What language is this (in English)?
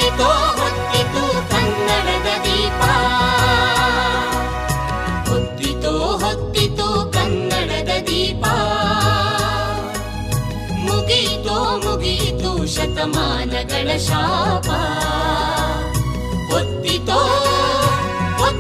Kannada